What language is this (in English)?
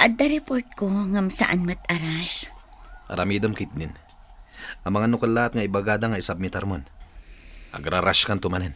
Iloko